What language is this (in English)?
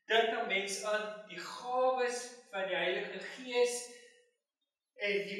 Afrikaans